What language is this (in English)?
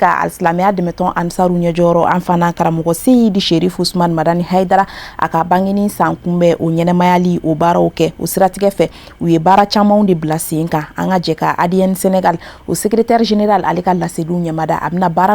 Bambara